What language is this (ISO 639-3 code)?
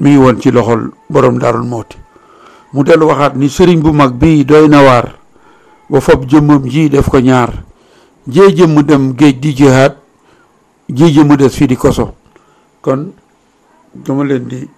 wol